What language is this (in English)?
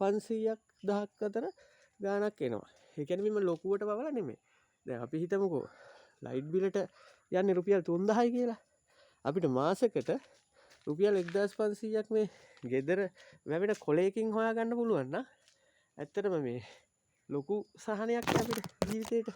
Sinhala